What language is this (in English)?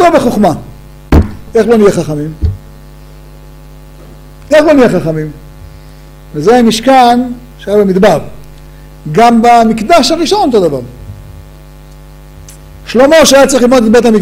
Hebrew